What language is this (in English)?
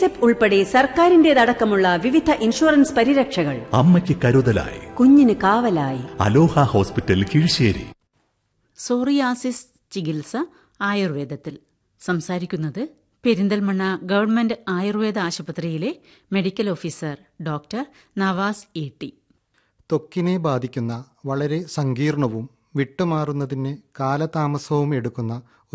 Malayalam